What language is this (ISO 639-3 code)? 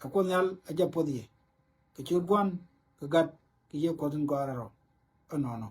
nus